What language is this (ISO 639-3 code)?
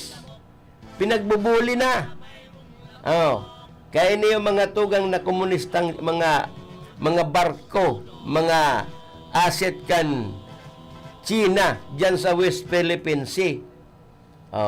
bik